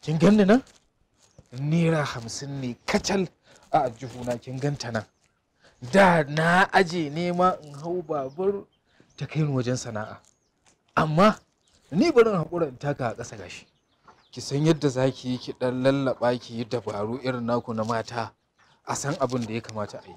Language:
Hausa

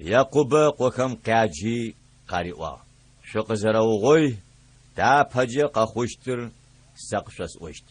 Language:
Adyghe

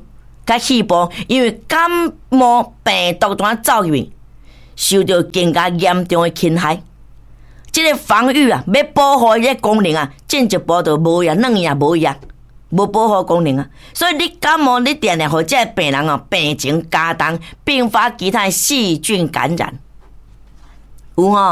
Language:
Min Nan Chinese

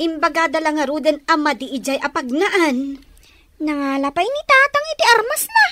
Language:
Iloko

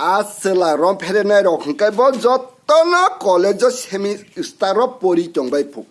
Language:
Kok Borok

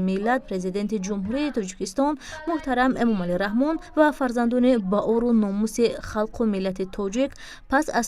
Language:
Tajik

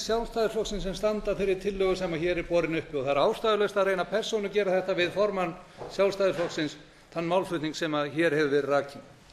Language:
Icelandic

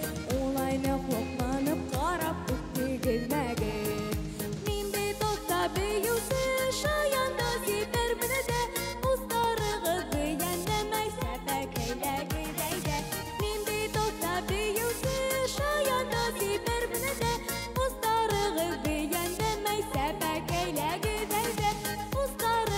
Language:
Bashkir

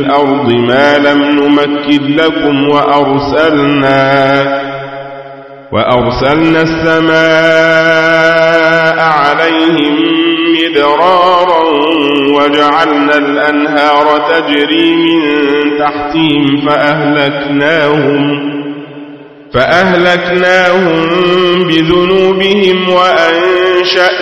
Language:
Arabic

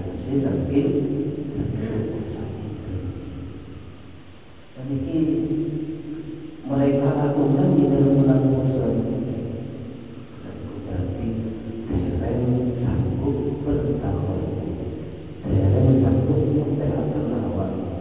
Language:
Indonesian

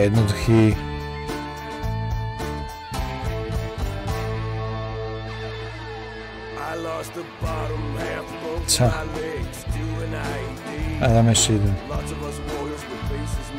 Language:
Slovak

